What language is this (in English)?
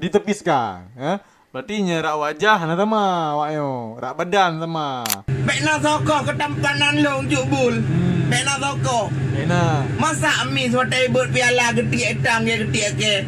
Achinese